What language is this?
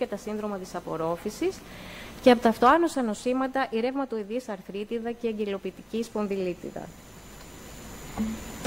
Greek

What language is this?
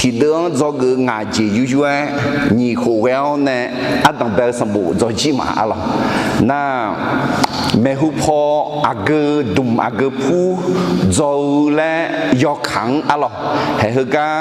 Akha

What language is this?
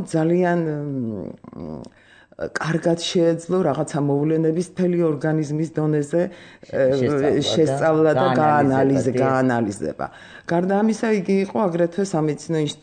Georgian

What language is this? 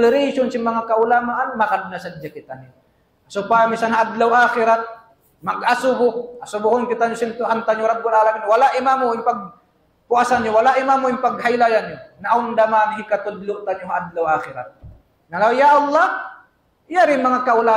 Tausug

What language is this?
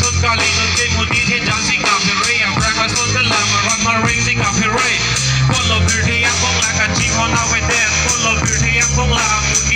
Karbi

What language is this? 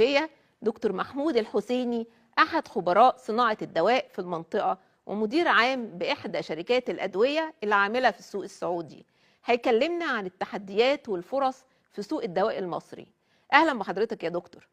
Egyptian Arabic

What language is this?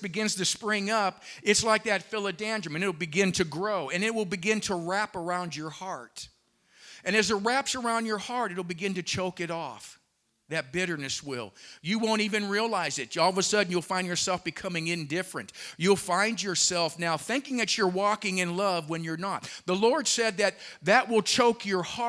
English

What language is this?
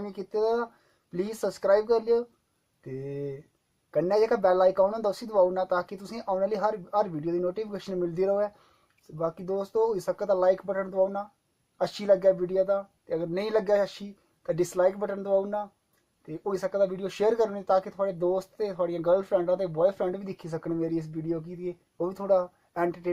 Dogri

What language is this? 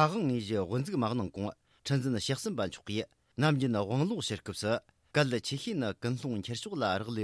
Tibetan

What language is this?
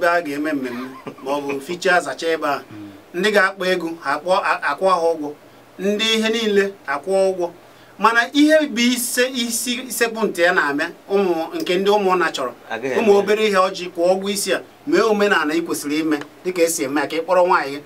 Igbo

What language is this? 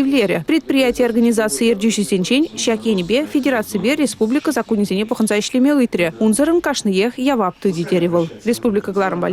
Chuvash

